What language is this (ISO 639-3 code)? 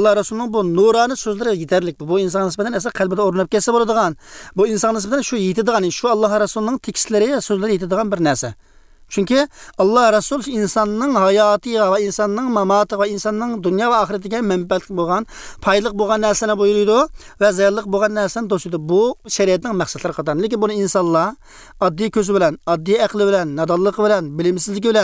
uig